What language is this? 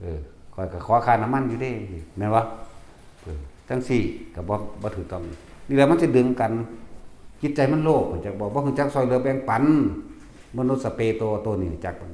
Northeastern Thai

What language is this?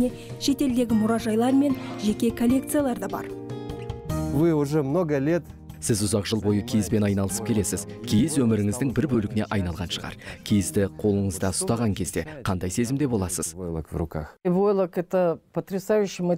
Kazakh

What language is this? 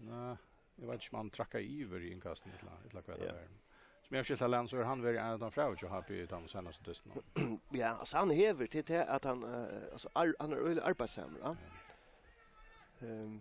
Faroese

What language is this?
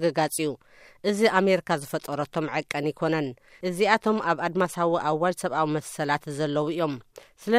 Tigrinya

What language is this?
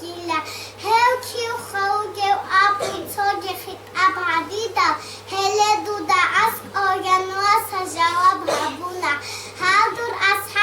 Avaric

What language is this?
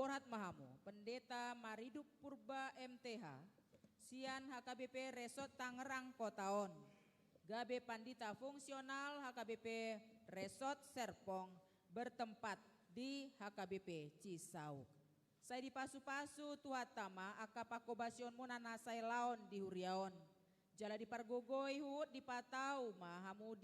Batak Toba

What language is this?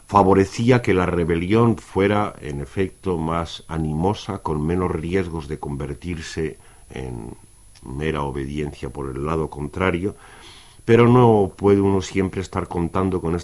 Spanish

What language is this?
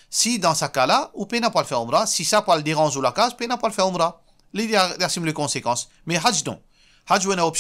Morisyen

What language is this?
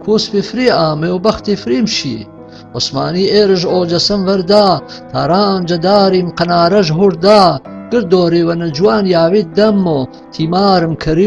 Gurani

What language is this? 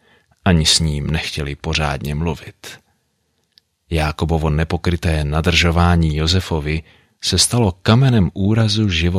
Czech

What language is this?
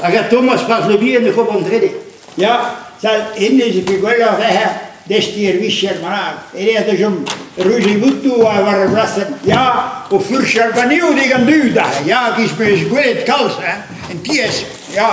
Breton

